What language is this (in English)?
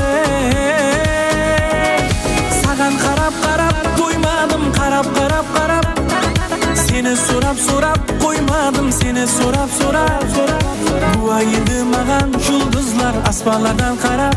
Kara-Kalpak